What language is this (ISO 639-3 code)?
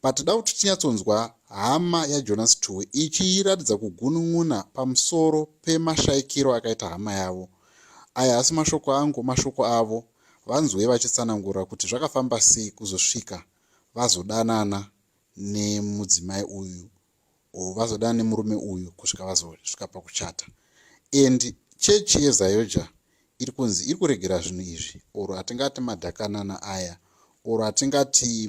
sna